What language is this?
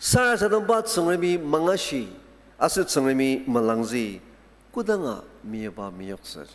Ao Naga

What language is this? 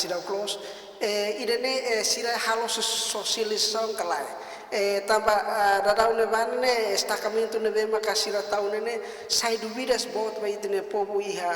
Tetum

